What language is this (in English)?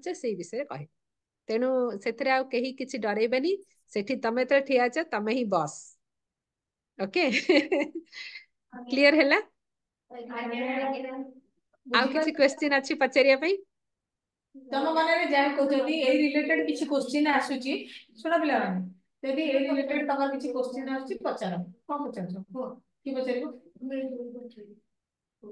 Odia